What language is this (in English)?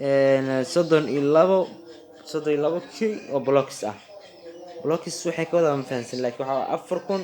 Somali